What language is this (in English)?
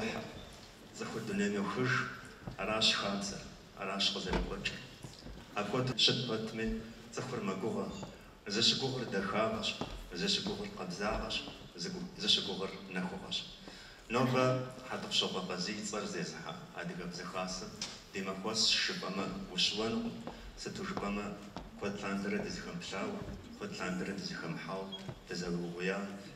Kabardian